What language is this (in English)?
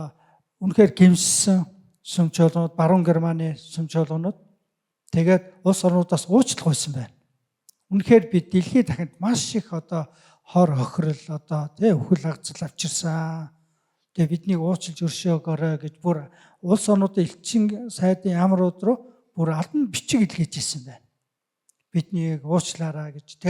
Mongolian